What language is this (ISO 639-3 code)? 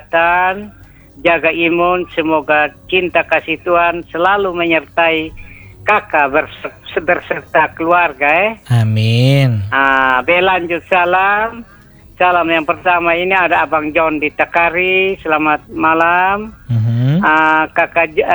ind